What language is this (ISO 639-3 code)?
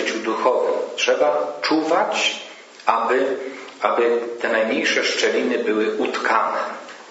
pol